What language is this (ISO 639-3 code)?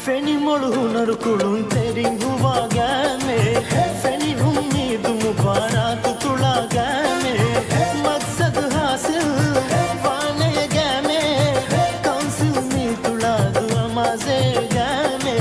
div